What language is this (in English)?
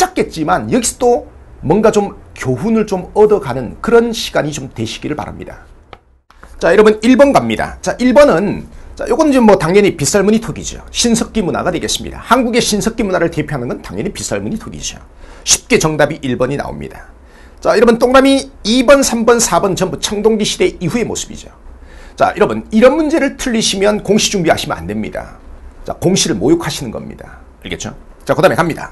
Korean